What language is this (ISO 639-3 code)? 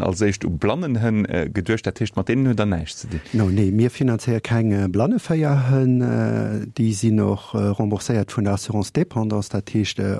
ltz